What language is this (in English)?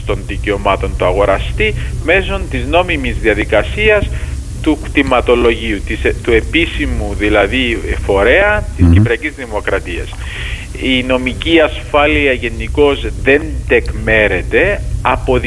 Greek